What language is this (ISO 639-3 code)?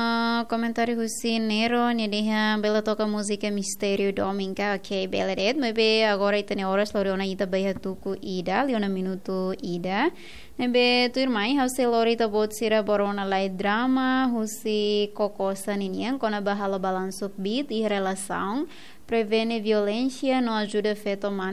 tet